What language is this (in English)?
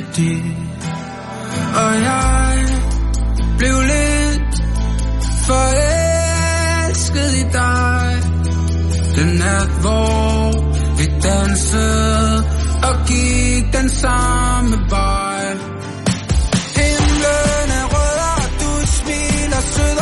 Danish